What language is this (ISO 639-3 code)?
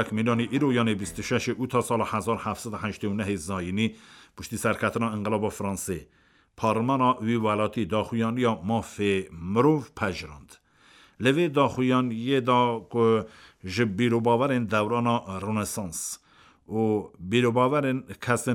kur